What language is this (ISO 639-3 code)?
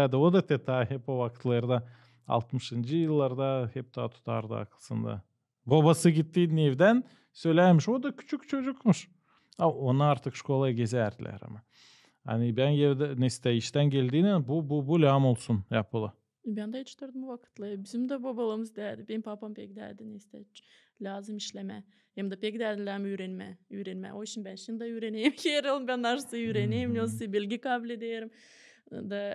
gag